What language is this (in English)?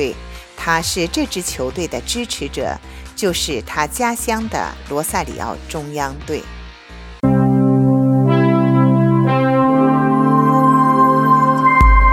Chinese